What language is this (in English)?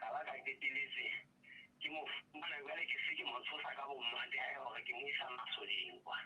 Southern Sotho